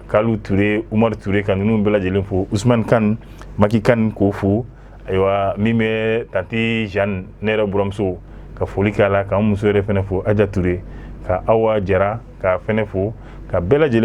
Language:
Bambara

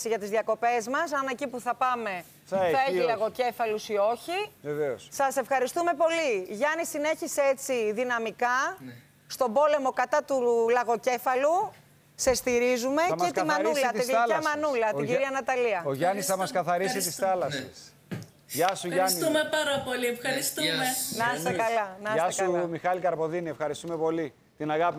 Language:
Greek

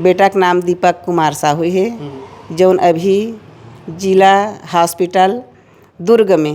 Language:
Chhattisgarhi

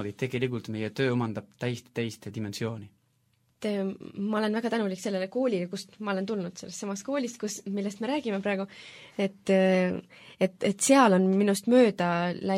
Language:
Estonian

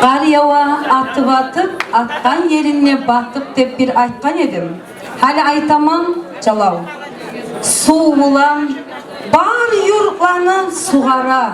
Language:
Kumyk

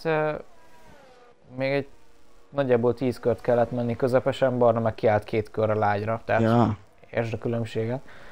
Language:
Hungarian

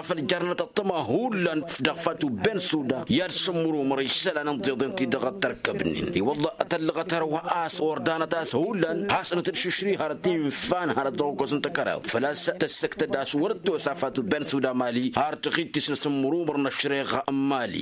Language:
Tamasheq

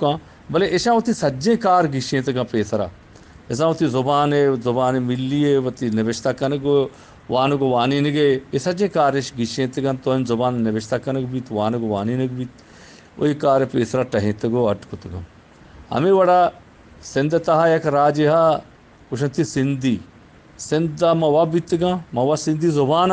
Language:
Eastern Balochi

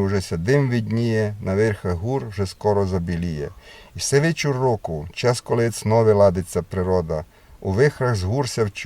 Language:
Rusyn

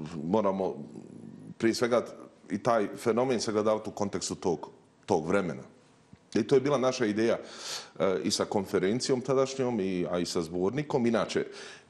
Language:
Bosnian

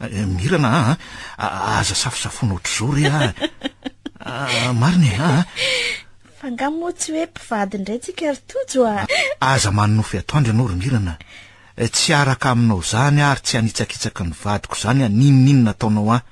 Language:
Malagasy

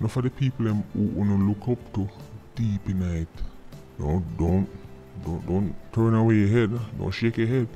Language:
Jamaican Creole English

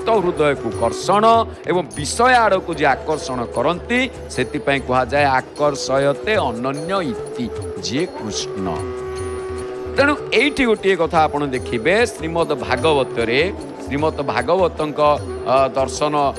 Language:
Odia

